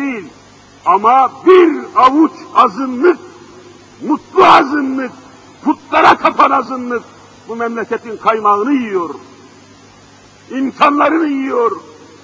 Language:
Turkish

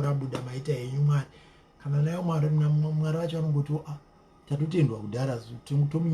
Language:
Shona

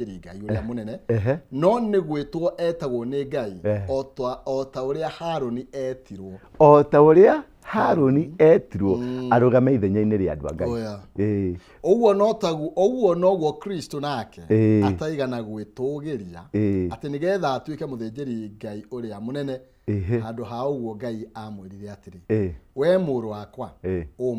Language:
Kikuyu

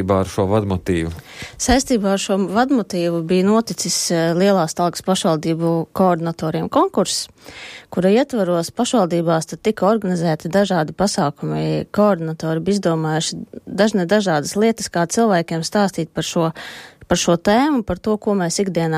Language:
Latvian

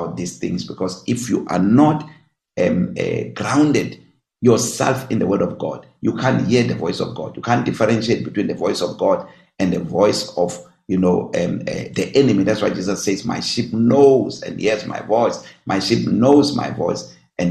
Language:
English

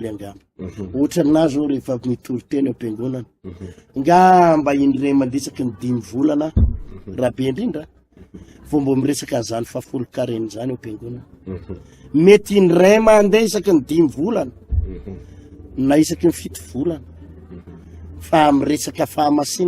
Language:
Malagasy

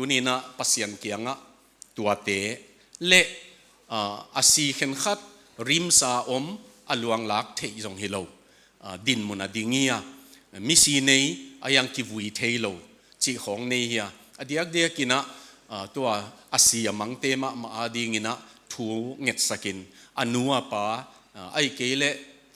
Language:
Tedim Chin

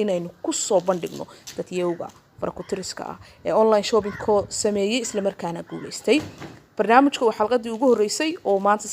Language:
Somali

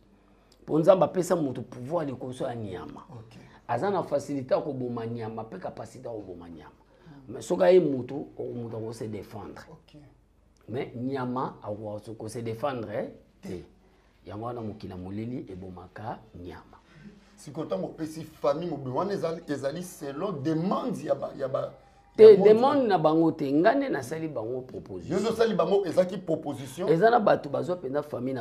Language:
Lingala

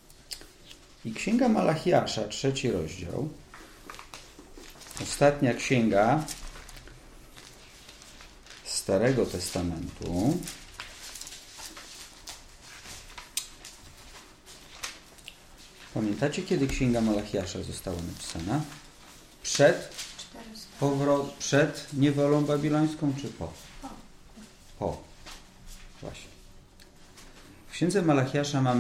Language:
Polish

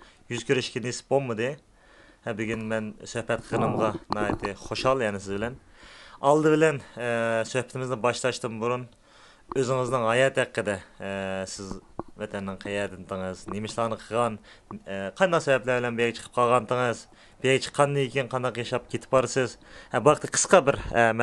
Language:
Uyghur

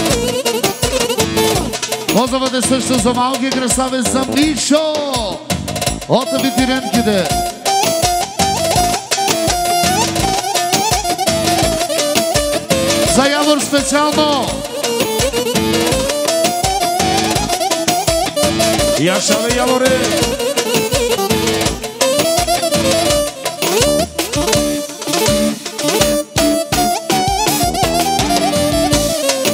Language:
Bulgarian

